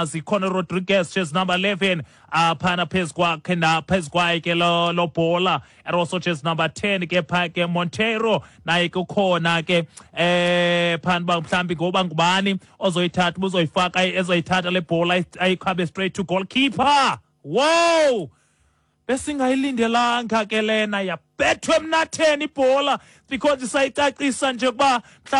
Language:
Xhosa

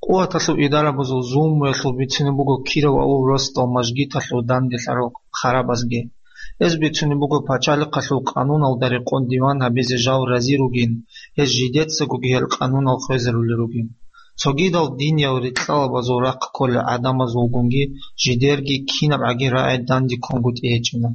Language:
Avaric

